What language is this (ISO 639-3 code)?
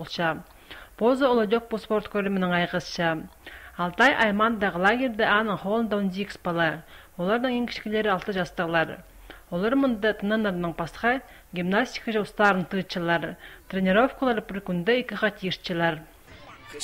kjh